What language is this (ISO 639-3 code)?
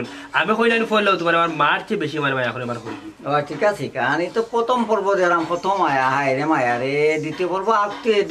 syl